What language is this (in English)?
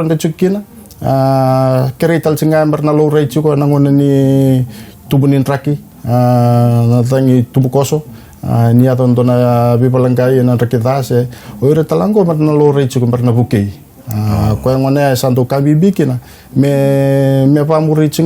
Fijian